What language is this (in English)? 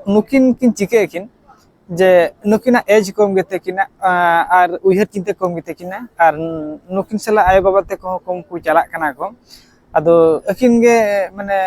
Santali